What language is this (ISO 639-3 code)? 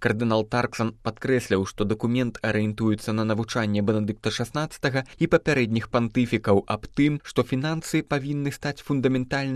bel